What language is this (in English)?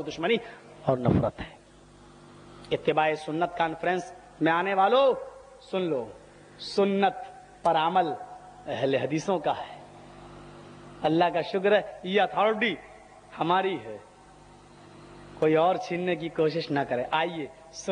Urdu